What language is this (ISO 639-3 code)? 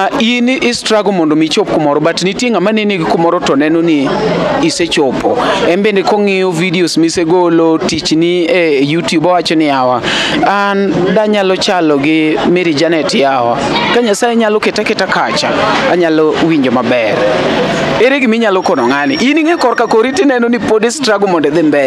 luo